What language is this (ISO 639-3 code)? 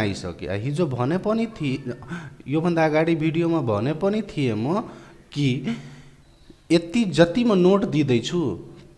nep